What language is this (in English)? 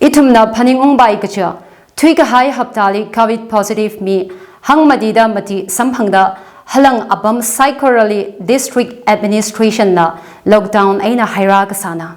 Tangkhul Naga (India)